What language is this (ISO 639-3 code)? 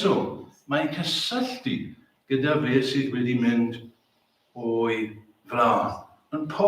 cym